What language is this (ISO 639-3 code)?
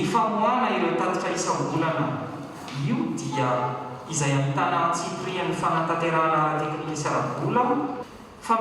mlg